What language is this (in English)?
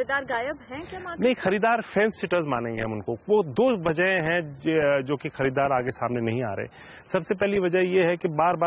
Hindi